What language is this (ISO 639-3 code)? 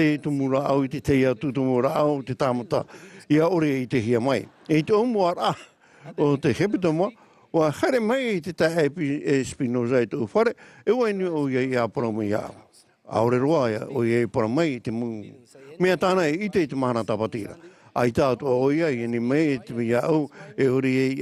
tah